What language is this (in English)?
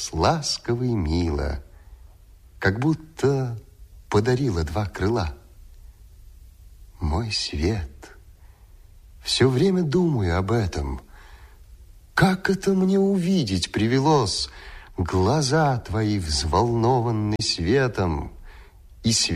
Russian